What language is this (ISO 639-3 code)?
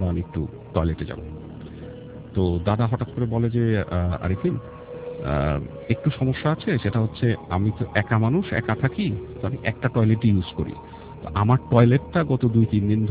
ben